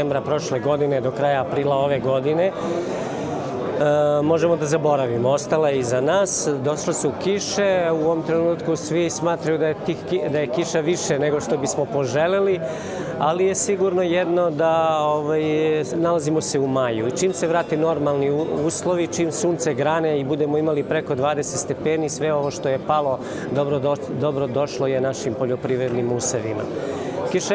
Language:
Serbian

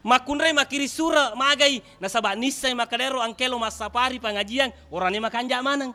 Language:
Buginese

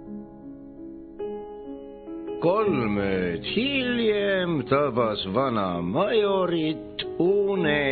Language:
Estonian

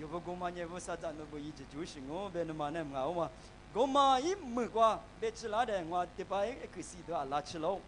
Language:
Lisu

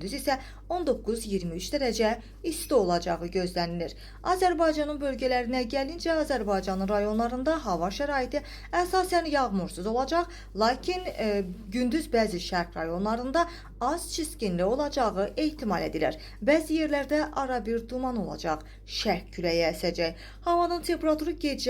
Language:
Azerbaijani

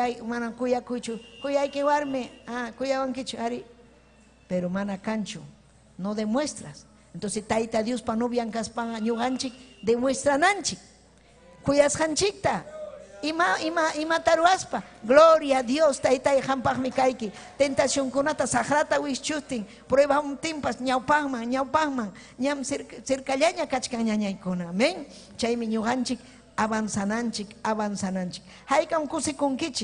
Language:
Ayacucho Quechua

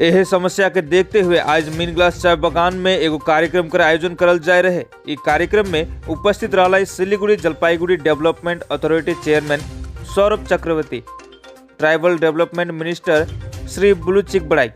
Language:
Sadri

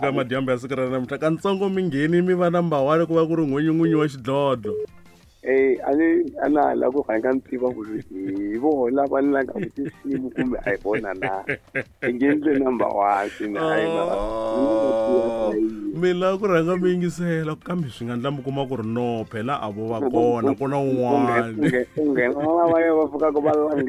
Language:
Tsonga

